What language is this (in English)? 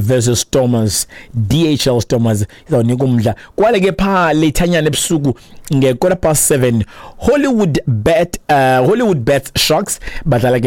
Xhosa